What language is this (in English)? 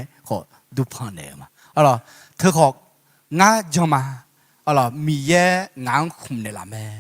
Akha